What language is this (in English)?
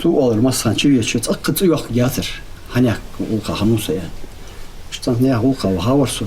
Ingush